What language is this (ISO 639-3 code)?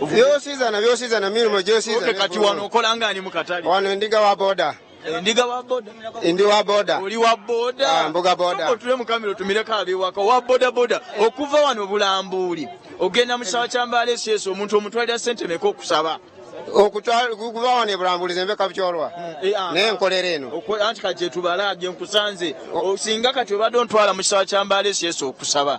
lug